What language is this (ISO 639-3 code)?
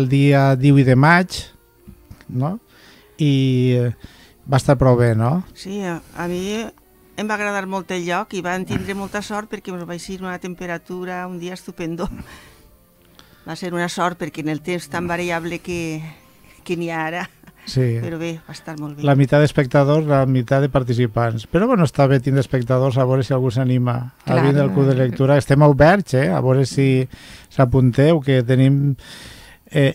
cat